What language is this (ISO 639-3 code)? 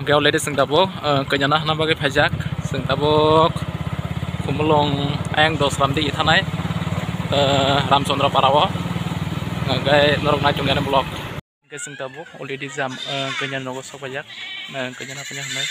trp